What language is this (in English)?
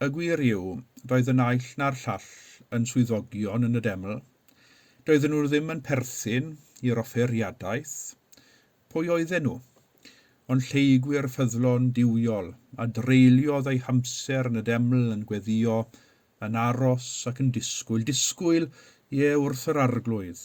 Welsh